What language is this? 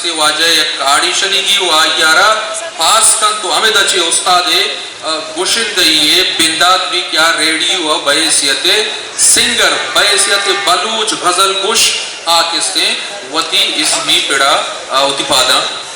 Eastern Balochi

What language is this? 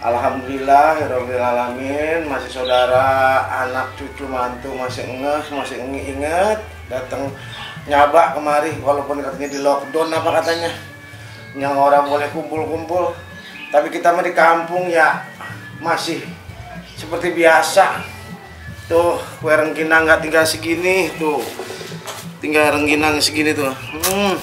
Betawi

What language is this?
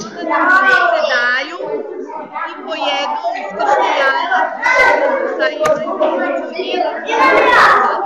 Serbian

